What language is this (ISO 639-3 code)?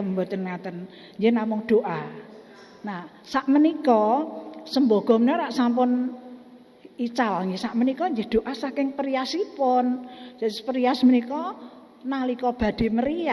jav